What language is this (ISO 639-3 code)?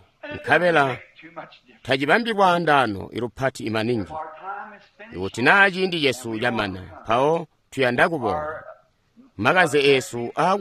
toi